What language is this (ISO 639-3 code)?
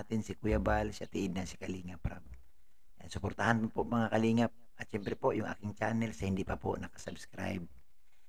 fil